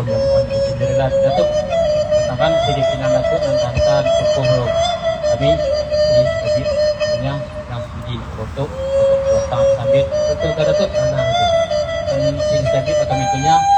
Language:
Minangkabau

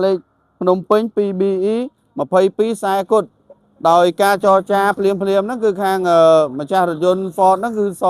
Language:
Khmer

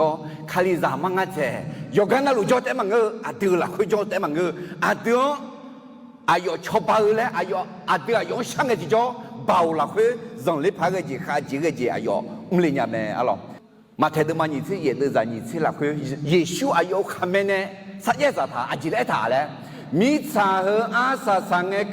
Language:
Akha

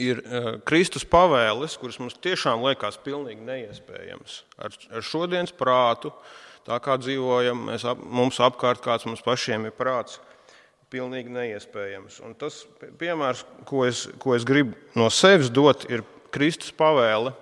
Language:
Latvian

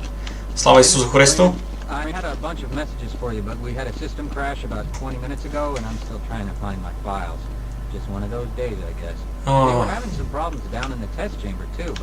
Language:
Rusyn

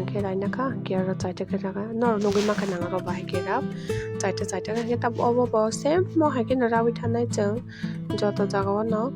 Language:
Kok Borok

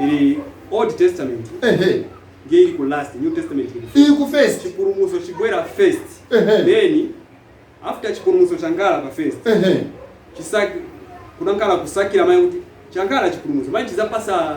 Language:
Nyanja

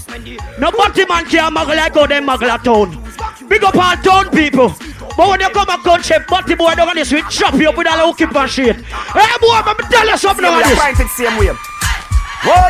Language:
Jamaican Creole English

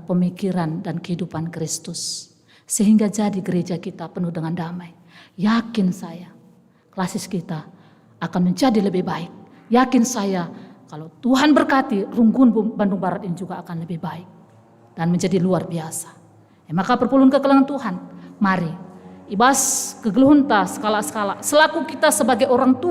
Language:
Batak Karo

